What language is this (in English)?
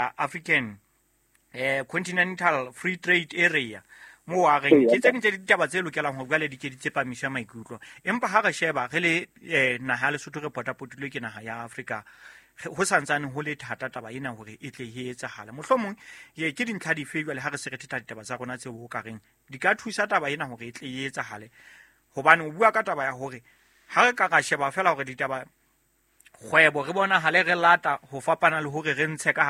Southern Sotho